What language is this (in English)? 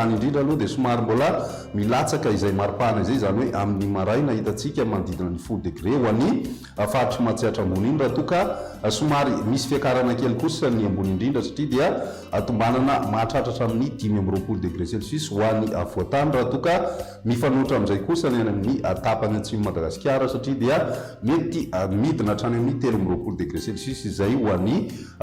Malagasy